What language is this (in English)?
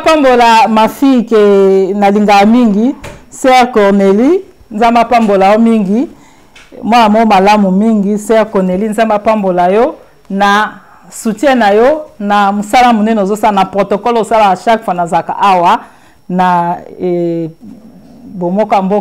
Lingala